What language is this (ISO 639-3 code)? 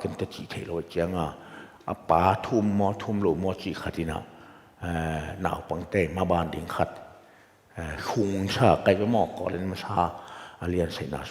ctd